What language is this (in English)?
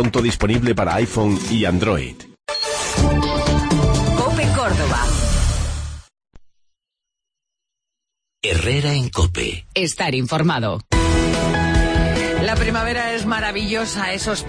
Spanish